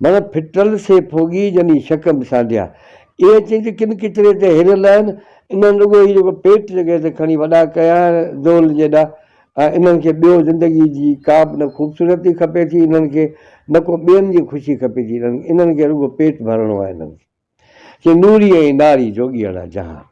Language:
Sindhi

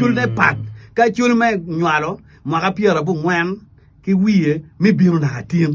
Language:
Acoli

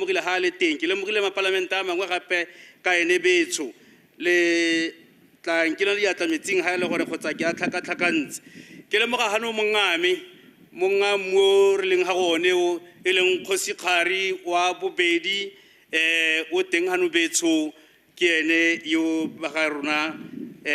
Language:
Tswana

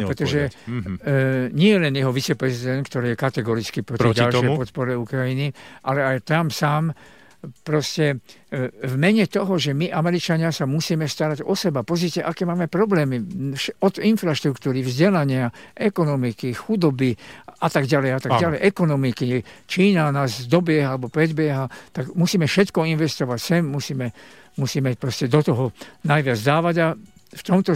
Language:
Slovak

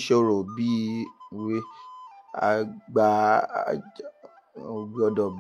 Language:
Yoruba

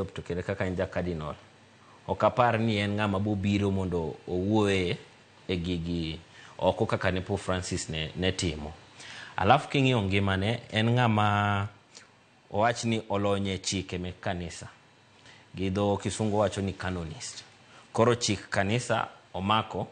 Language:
Luo (Kenya and Tanzania)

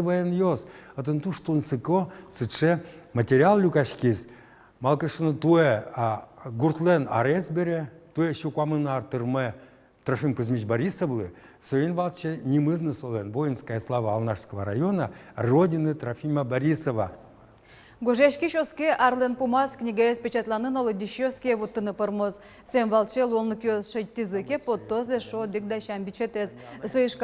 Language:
Udmurt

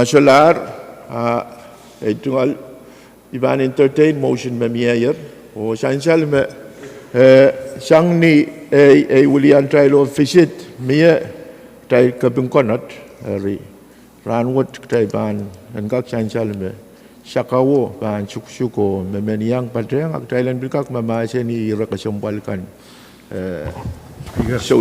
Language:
Pohnpeian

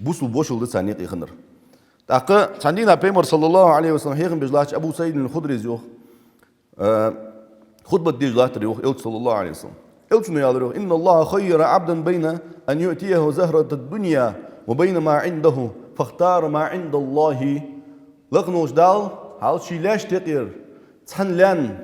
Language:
Ingush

